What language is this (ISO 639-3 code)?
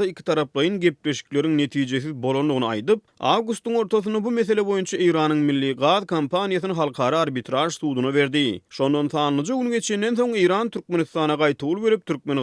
tuk